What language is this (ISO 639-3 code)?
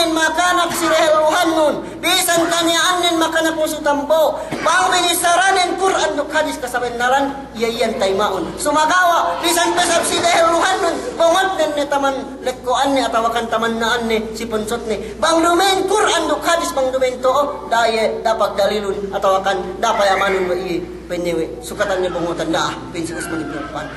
yka